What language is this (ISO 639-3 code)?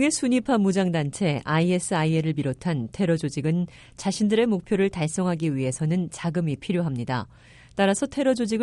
kor